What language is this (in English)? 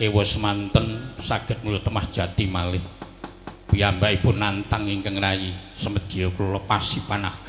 Javanese